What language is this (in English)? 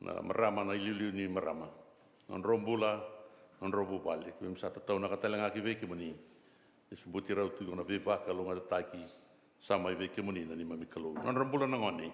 Fijian